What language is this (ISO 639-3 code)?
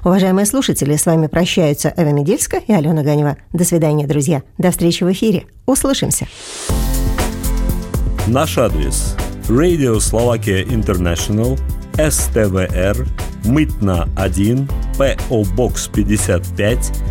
rus